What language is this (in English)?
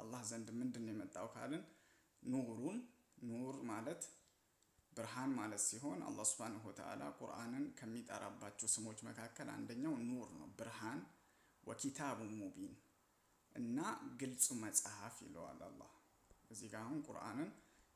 Amharic